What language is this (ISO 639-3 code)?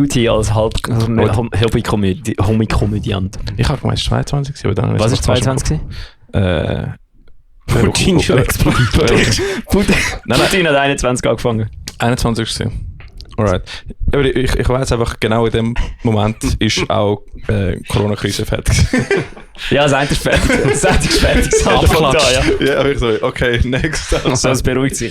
gsw